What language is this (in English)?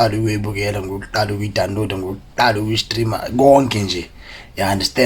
Zulu